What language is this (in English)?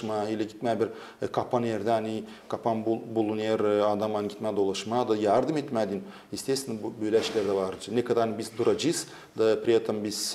Gagauz